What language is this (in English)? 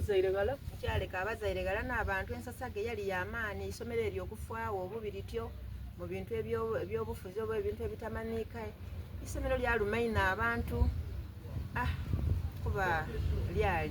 Soga